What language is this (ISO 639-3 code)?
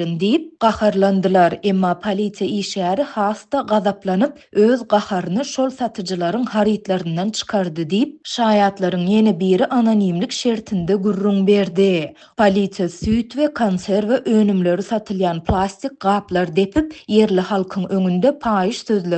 tuk